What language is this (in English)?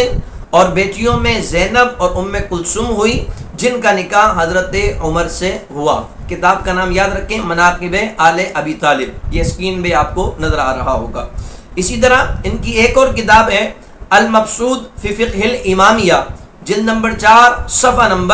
Urdu